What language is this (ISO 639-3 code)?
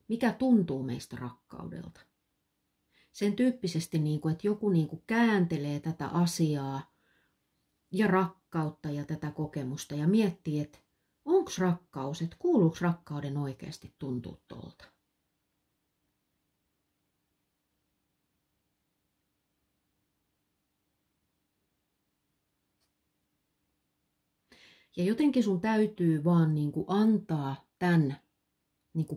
fin